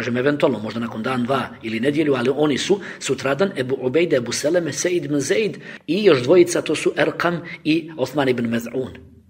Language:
Bosnian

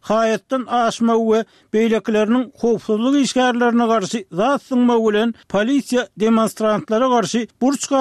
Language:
Turkmen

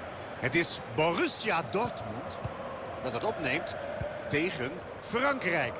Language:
Dutch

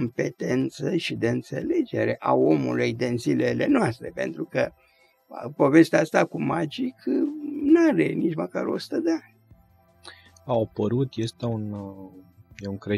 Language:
Romanian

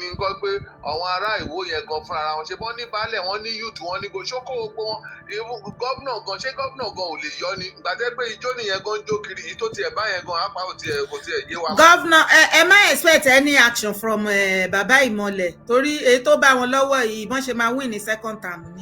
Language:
Yoruba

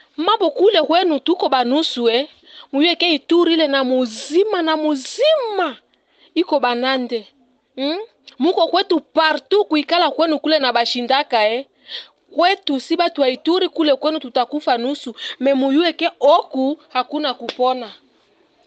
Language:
Kinyarwanda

